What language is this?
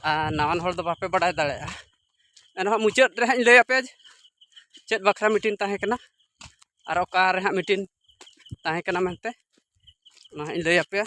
Santali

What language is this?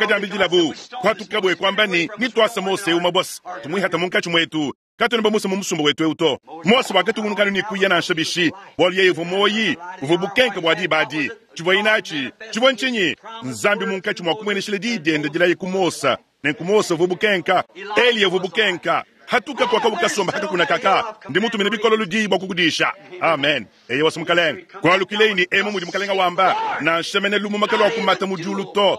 Luba-Lulua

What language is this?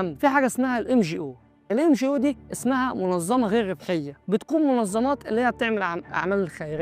Egyptian Arabic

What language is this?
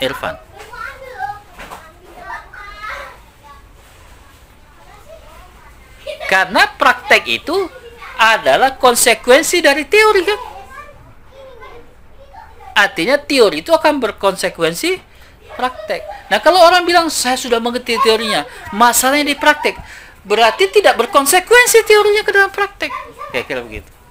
Indonesian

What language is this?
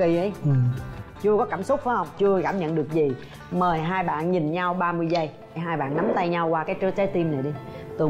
Vietnamese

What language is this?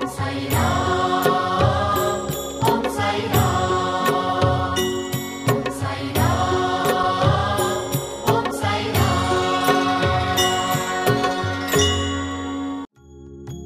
Hindi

